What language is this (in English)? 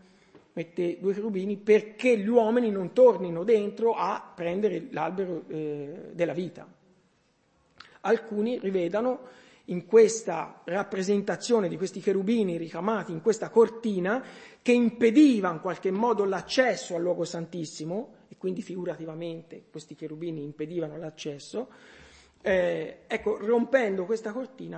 Italian